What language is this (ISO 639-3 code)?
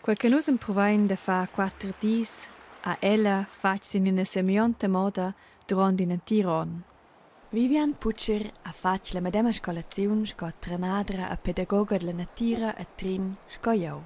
roh